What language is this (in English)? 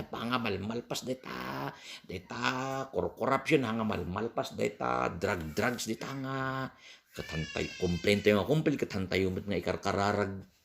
Iloko